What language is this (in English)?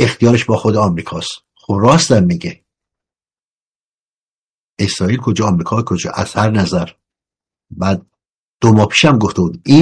Persian